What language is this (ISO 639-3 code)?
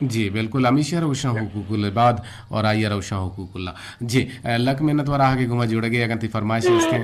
bgp